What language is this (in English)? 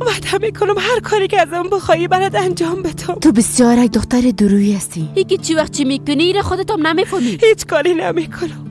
Persian